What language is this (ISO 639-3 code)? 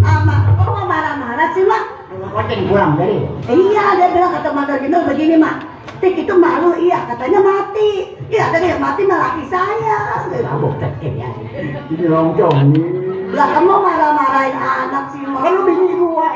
bew